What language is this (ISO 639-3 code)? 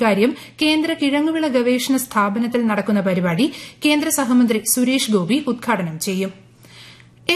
mal